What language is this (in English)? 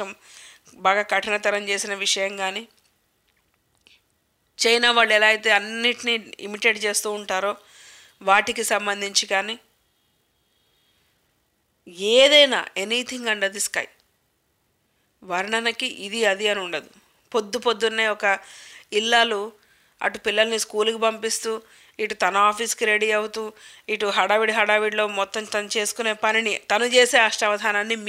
Telugu